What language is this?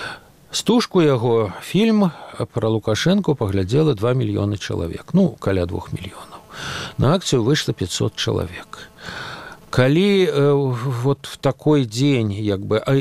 Belarusian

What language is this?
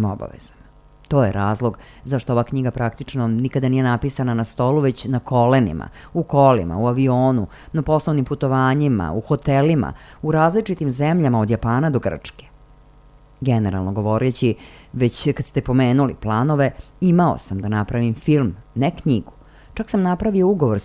Serbian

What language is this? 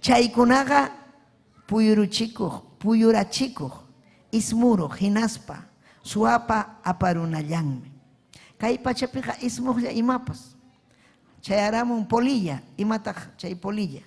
Ayacucho Quechua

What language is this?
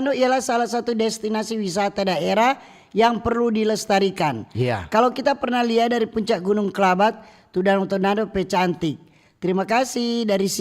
Manado Malay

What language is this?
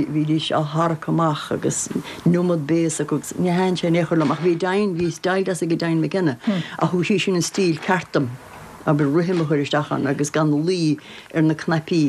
Irish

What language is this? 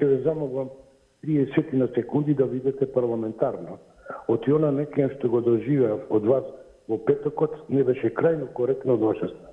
Macedonian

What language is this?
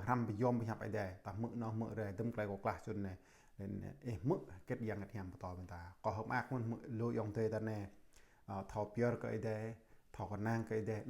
Jarai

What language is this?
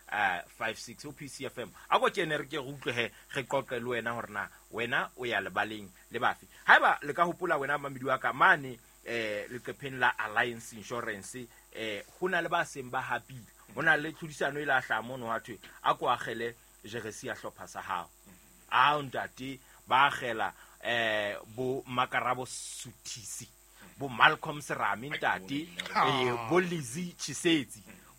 Southern Sotho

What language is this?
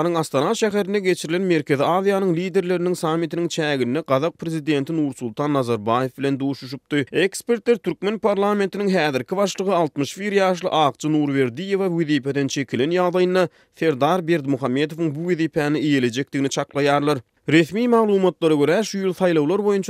Turkmen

